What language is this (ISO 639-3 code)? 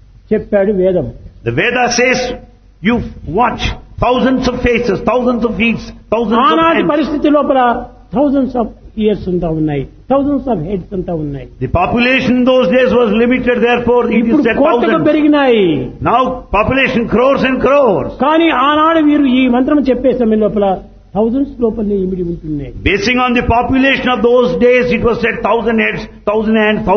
tel